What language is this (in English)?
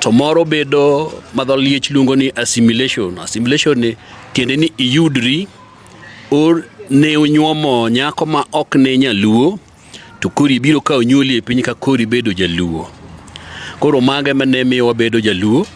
Luo (Kenya and Tanzania)